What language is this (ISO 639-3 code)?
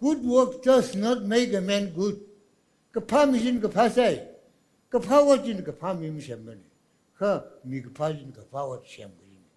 nmf